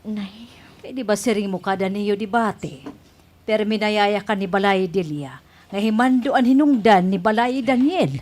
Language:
Waray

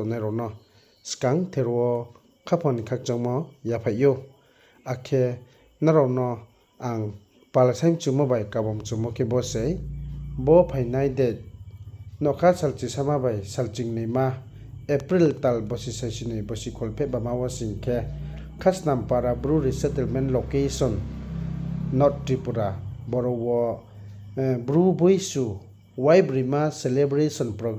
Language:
Riang (India)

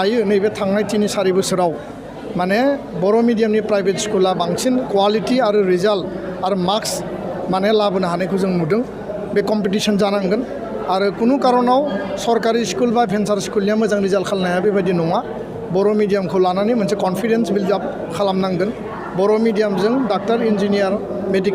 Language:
Bodo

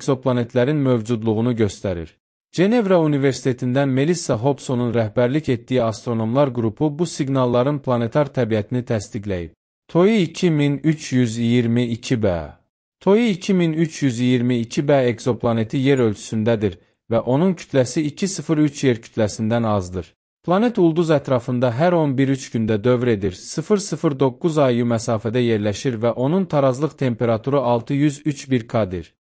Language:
Azerbaijani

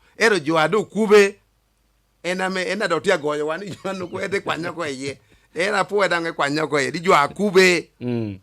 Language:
Lango (Uganda)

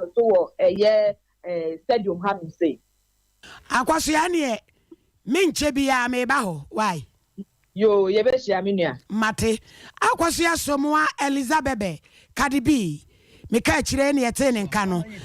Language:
Akan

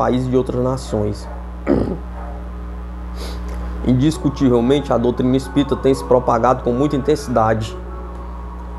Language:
Portuguese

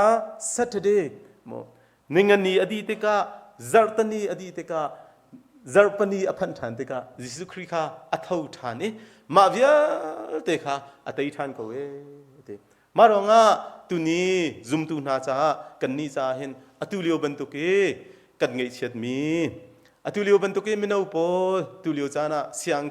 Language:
Hakha Chin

